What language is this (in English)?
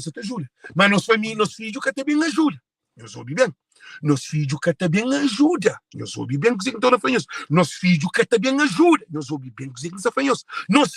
Kabuverdianu